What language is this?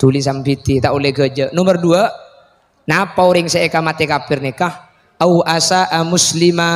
Madurese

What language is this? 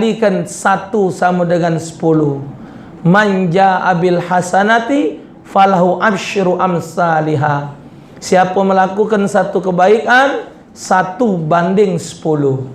Musi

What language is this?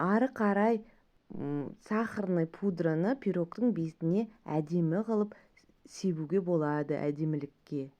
Kazakh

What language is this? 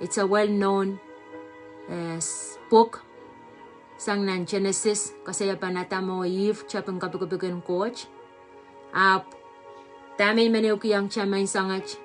Pohnpeian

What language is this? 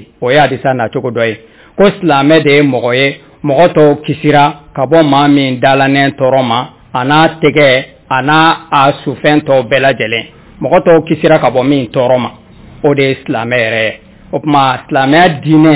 Bambara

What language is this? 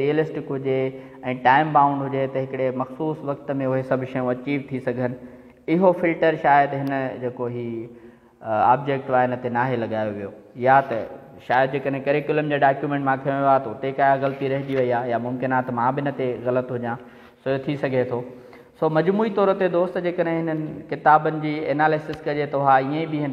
Sindhi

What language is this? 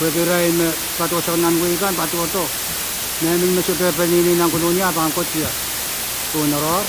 Pohnpeian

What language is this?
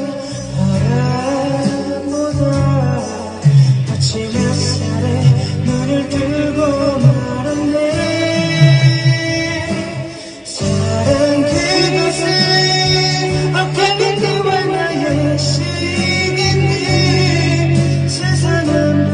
Korean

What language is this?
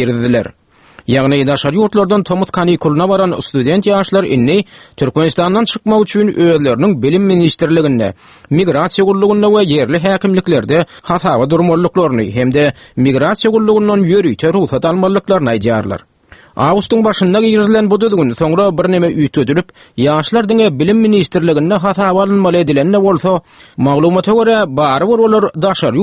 Turkmen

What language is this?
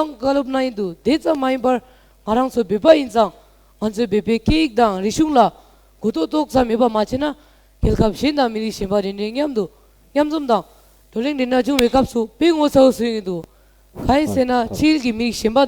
Tibetan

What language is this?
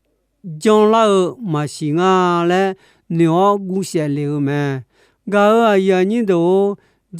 Akha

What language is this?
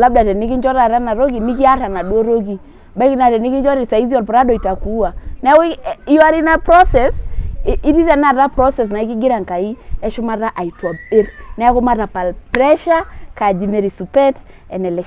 Masai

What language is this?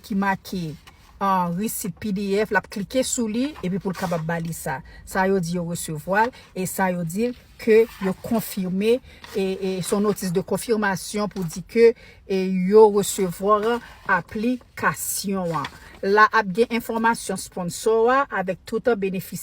Haitian Creole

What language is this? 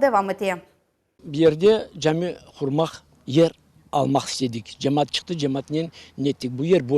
Crimean Tatar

